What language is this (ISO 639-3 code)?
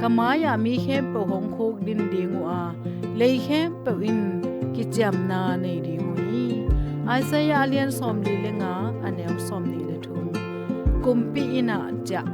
ctd